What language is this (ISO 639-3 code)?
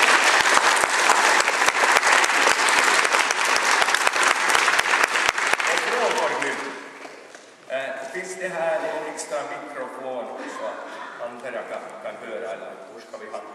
swe